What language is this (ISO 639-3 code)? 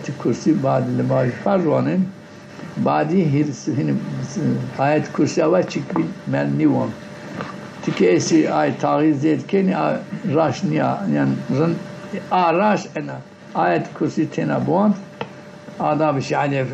zza